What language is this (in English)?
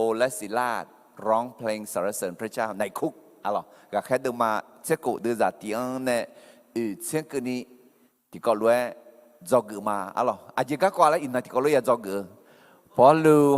Akha